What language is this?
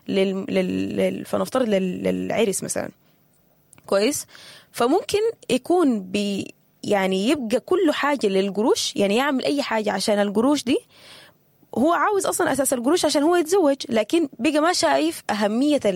Sudanese Arabic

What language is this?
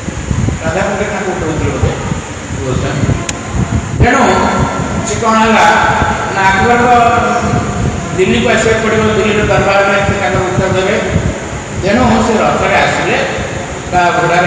Odia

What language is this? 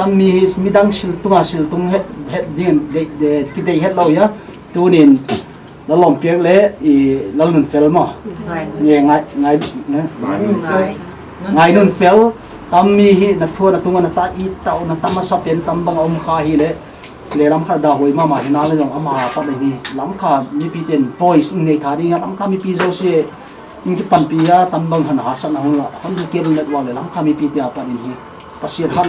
Paite Chin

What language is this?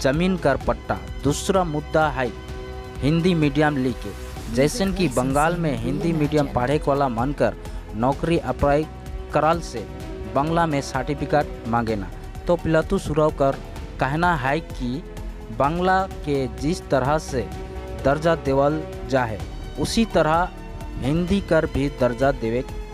Sadri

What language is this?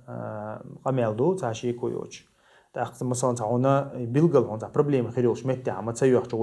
Chechen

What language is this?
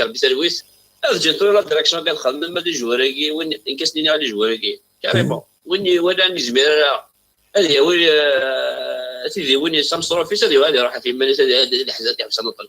Kabyle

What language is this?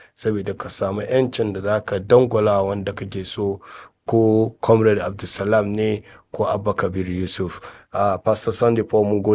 Hausa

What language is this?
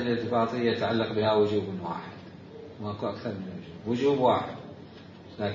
Mesopotamian Arabic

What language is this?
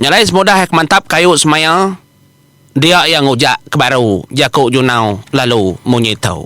Iban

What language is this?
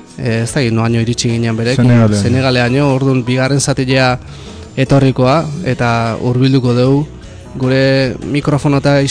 Basque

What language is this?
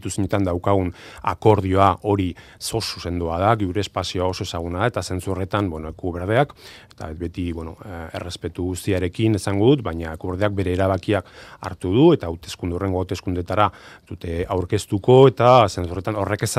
Basque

